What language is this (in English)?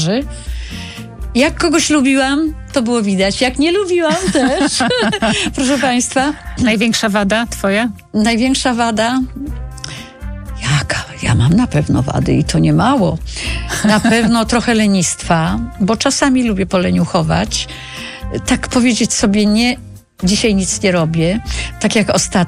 Polish